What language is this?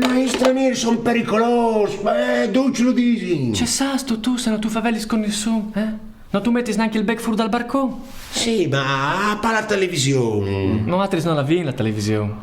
Friulian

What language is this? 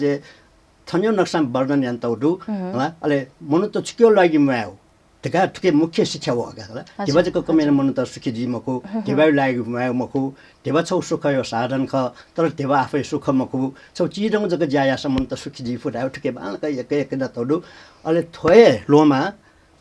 Newari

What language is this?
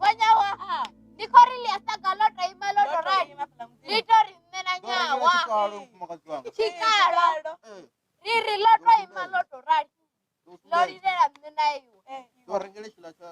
Venda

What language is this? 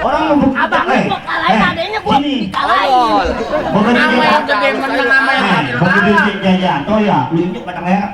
Betawi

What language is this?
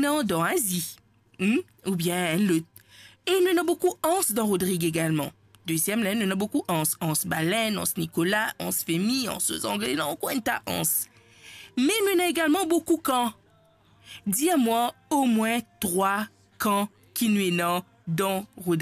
Morisyen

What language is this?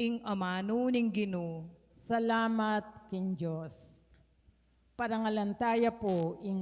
Pampanga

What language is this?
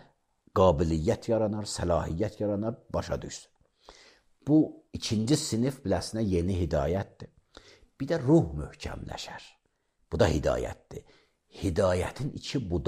Azerbaijani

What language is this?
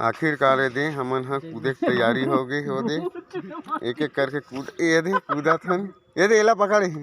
Chhattisgarhi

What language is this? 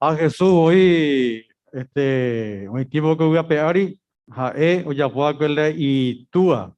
Guarani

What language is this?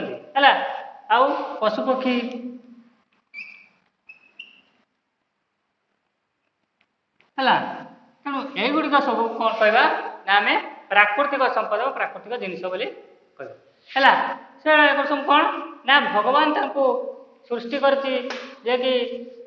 Odia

